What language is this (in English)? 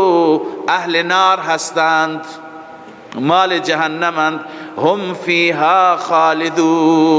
Persian